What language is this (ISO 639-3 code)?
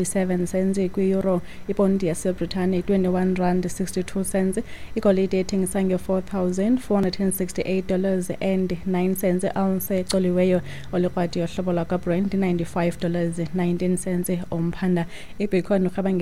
xho